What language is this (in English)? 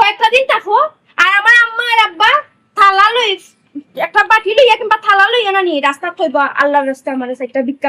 Sylheti